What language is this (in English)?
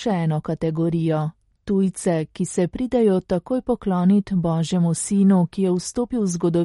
Slovenian